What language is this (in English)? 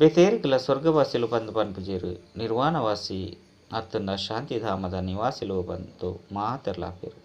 Tulu